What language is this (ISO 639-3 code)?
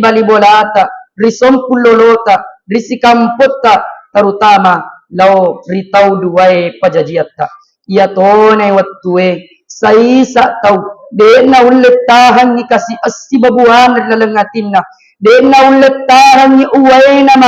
bug